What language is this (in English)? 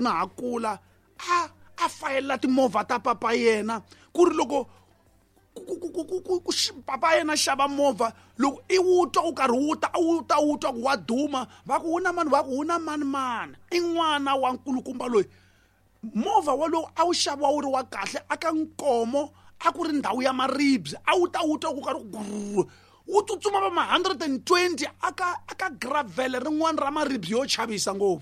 Tsonga